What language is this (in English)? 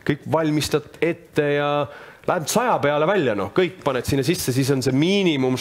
Estonian